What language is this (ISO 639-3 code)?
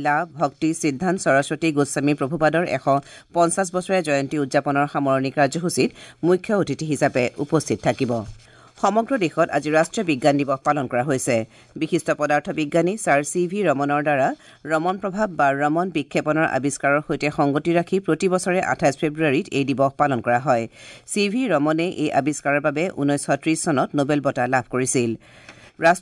asm